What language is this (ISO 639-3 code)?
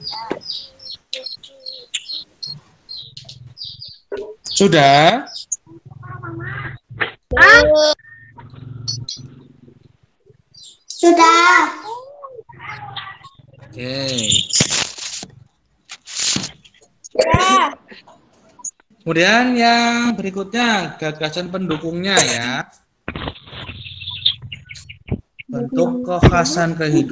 ind